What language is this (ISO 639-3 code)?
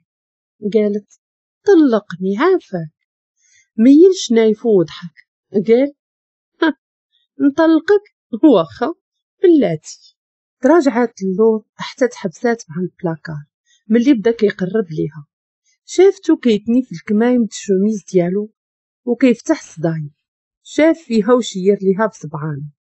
ary